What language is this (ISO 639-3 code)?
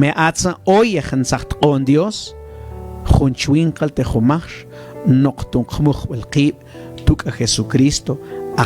mam